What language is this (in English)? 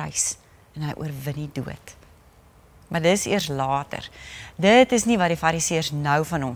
Afrikaans